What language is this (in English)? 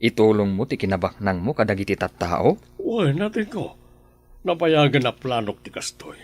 Iloko